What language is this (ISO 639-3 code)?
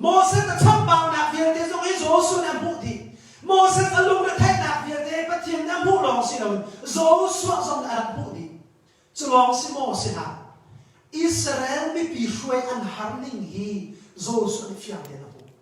cnh